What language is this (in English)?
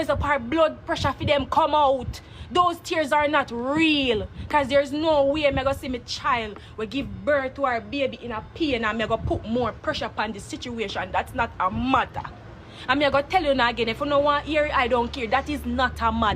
Jamaican Creole English